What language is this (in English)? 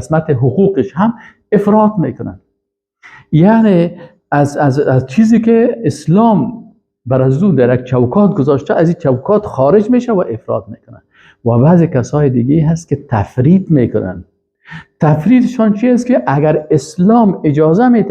Persian